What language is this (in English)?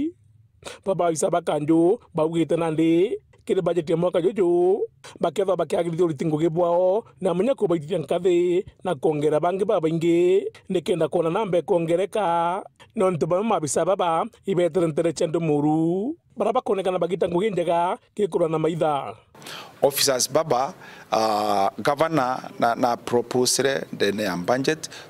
Meru